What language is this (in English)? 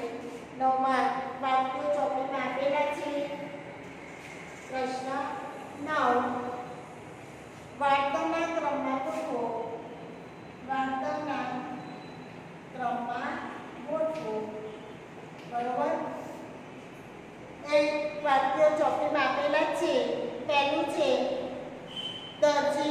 Gujarati